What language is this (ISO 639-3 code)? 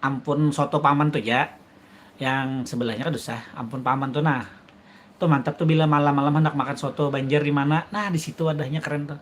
bjn